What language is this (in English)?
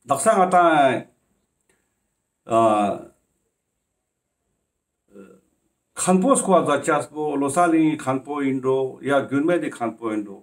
Ladakhi